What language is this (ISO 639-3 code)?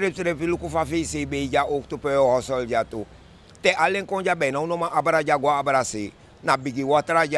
srn